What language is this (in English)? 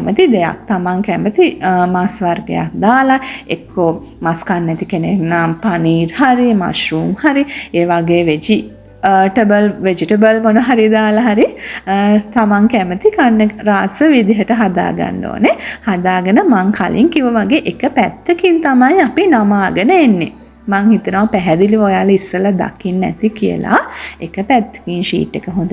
Sinhala